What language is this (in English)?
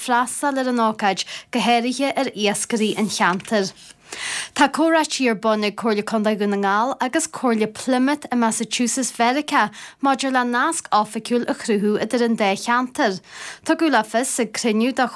Irish